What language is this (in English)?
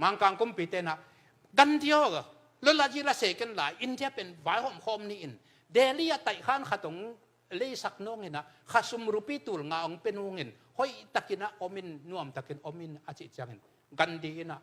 Tedim Chin